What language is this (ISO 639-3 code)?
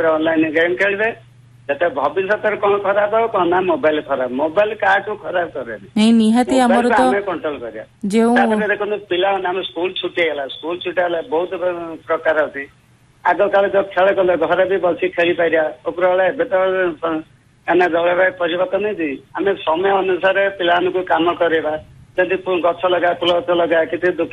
ori